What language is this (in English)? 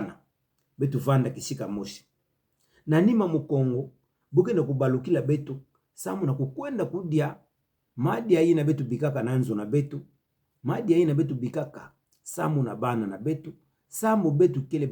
Kituba (Democratic Republic of Congo)